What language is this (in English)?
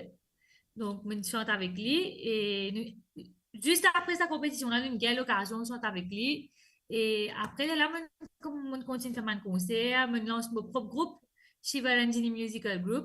Morisyen